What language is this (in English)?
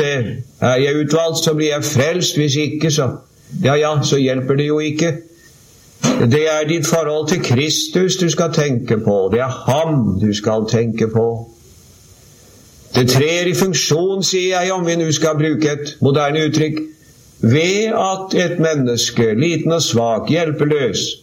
Norwegian